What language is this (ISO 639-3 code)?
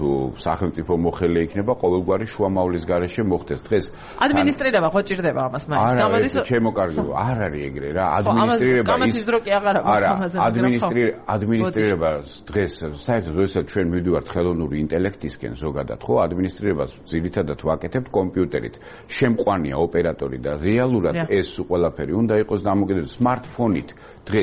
kat